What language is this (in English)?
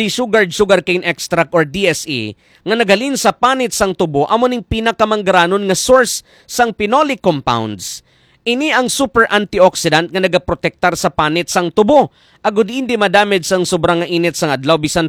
Hiligaynon